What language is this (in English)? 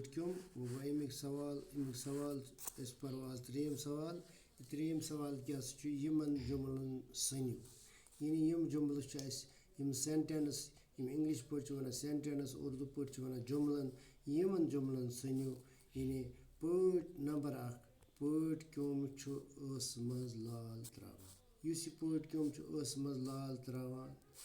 Kashmiri